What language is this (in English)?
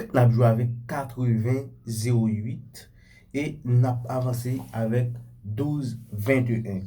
Haitian Creole